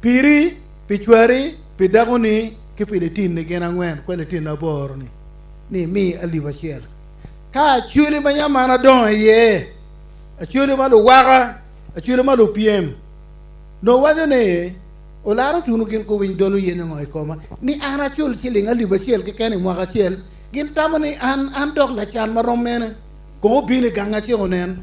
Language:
Acoli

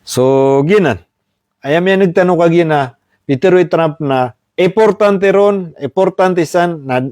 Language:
Maranao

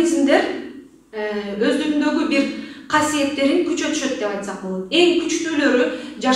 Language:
Kyrgyz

